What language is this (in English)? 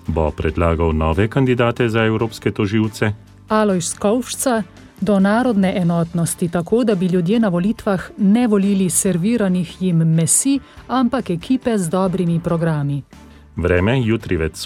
Slovenian